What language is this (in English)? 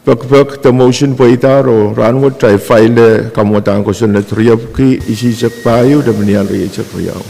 Pohnpeian